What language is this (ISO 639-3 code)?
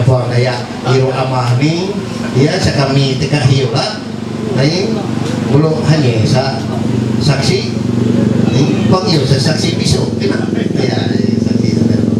mhy